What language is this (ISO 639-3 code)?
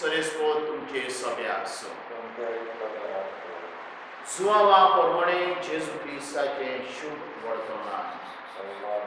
kok